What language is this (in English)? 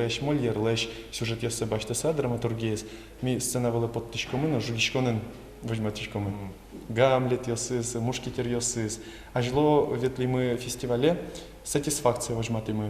Udmurt